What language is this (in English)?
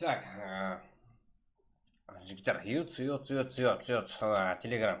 Kara-Kalpak